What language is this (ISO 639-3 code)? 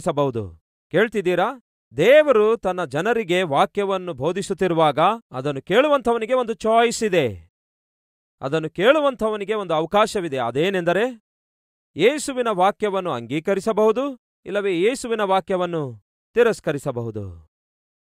kan